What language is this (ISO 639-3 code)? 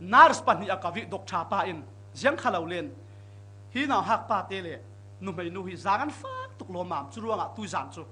cfm